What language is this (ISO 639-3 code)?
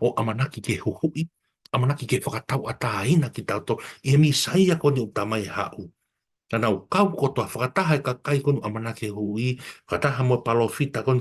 ton